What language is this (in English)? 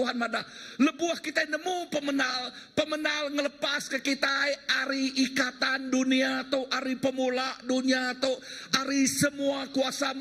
Iban